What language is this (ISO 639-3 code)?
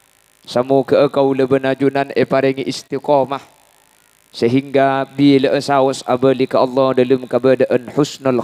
mad